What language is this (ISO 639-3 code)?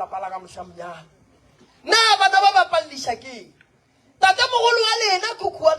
nso